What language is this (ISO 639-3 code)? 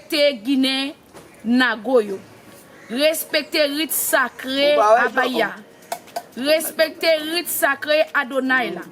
hat